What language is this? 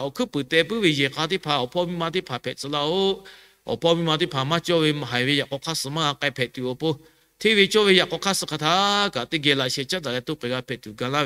Lahu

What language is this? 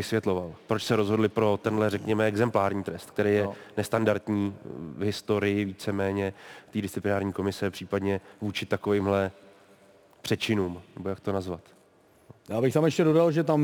Czech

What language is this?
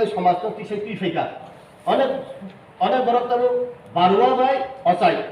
Kok Borok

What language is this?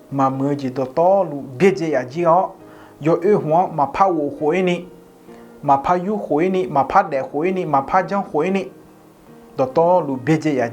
Akha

